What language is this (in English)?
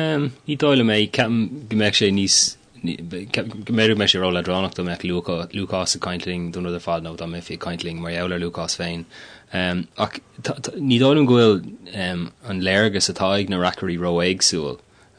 Irish